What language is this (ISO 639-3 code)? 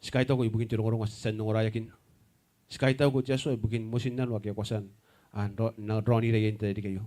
gil